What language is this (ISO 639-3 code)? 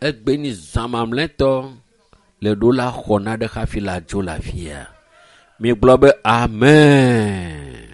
ewe